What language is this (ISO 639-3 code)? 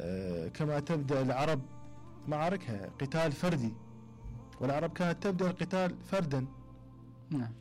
acm